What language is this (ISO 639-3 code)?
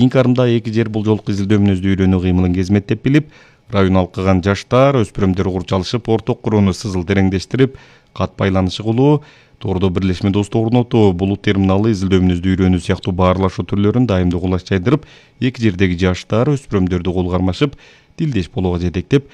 kir